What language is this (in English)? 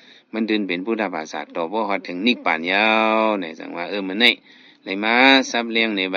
Shan